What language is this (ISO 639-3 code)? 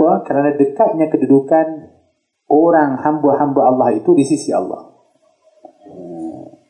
msa